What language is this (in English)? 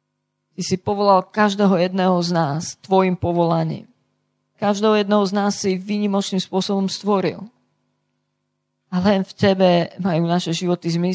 Slovak